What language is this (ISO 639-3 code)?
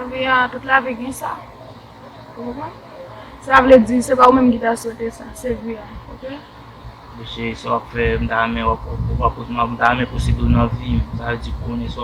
hat